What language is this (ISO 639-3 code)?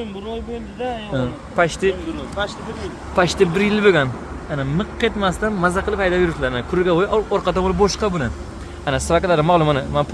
uzb